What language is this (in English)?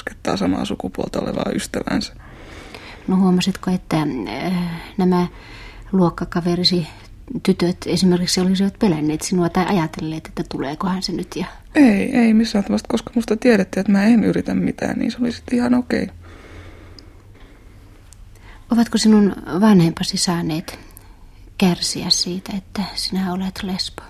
Finnish